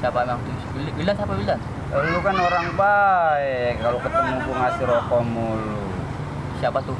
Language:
Betawi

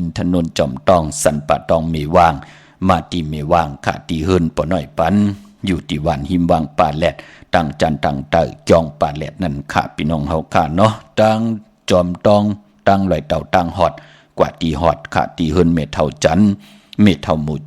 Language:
Shan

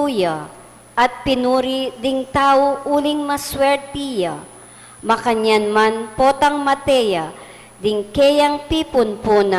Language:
Pampanga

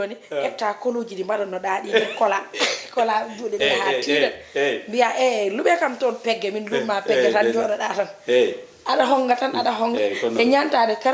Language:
Fula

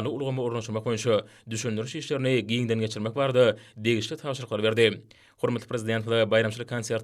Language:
Turkmen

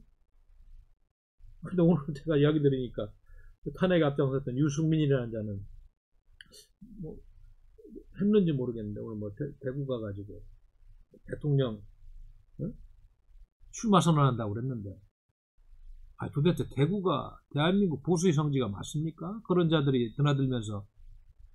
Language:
Korean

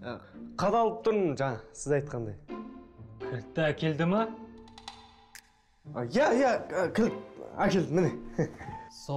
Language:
Kazakh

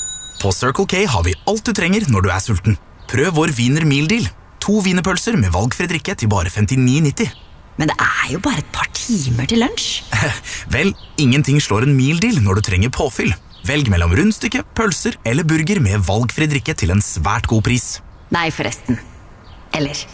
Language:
Norwegian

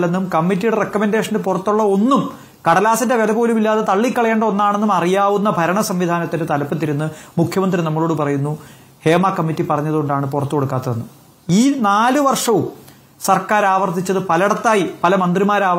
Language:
Malayalam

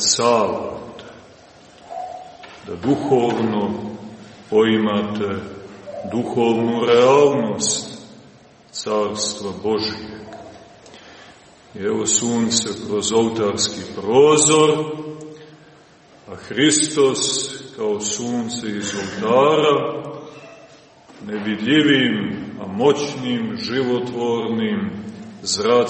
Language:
Serbian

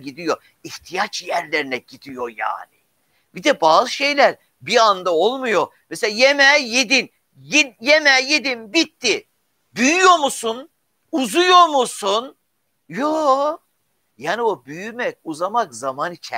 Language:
Turkish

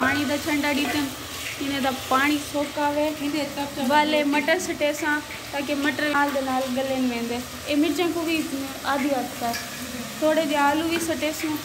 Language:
Saraiki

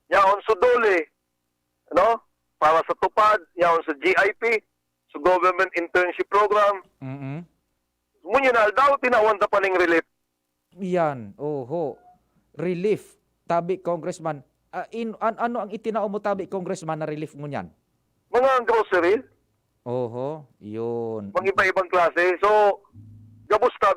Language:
Bikol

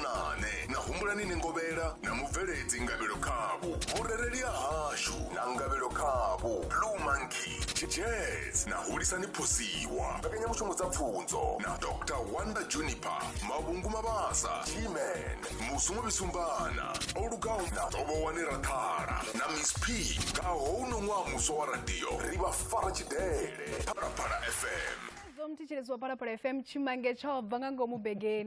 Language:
Venda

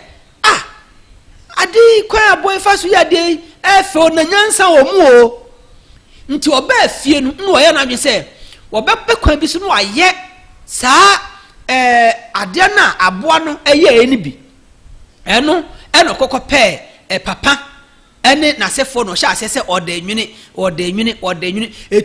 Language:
Akan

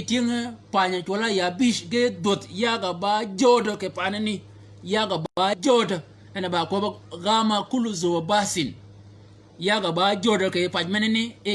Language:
Shilluk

